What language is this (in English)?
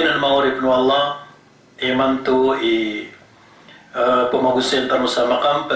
Maranao